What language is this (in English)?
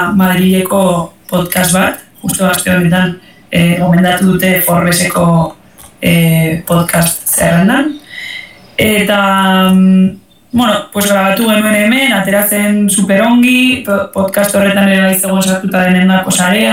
Basque